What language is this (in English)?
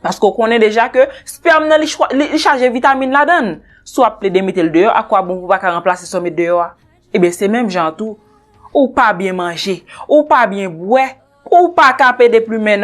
Haitian Creole